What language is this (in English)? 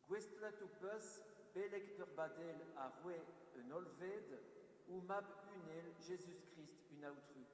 Breton